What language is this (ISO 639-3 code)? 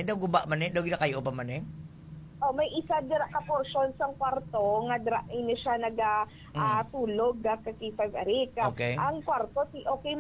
hil